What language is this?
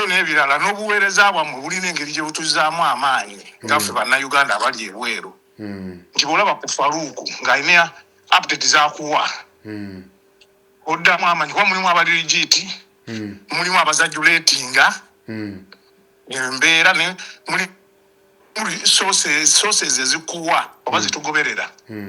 Ganda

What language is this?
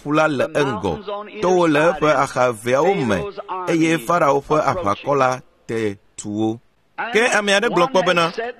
Ewe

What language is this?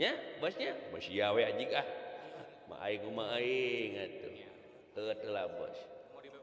Sundanese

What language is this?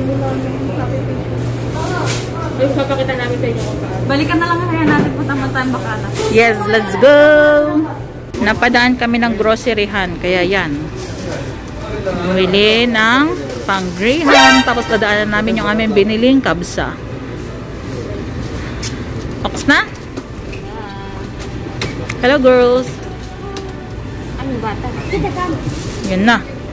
Filipino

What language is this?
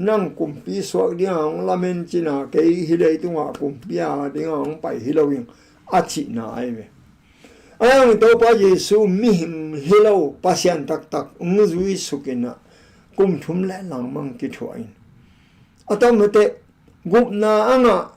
Tedim Chin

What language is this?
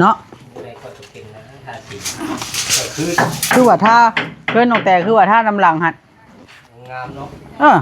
Northeastern Thai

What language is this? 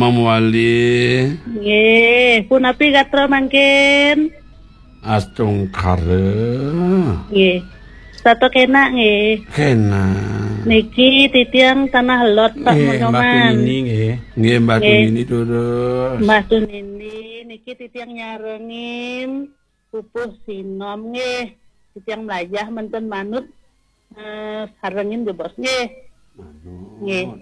Balinese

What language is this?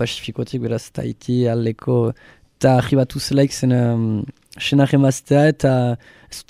Basque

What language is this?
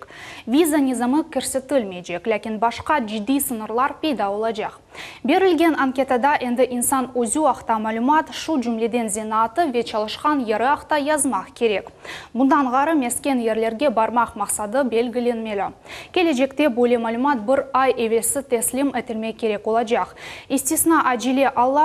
Crimean Tatar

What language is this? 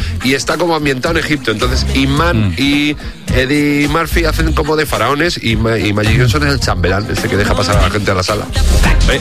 Spanish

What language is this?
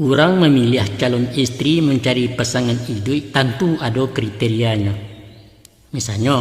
Minangkabau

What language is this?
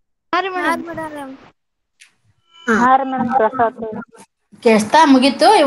Kannada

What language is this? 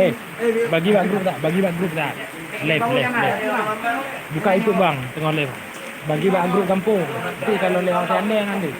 Achinese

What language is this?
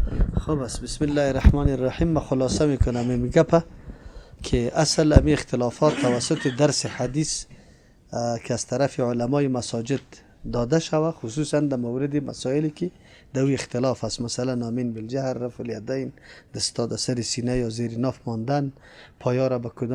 Persian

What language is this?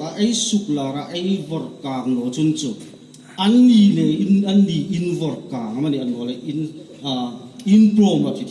Hmar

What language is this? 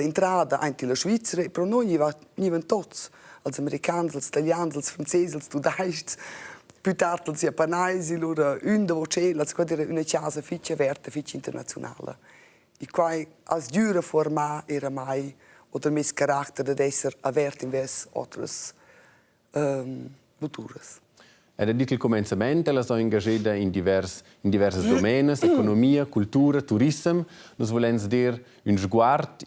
Romansh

